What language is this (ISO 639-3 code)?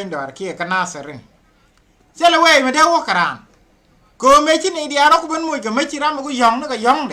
nus